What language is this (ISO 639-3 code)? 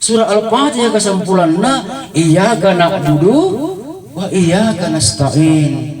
mak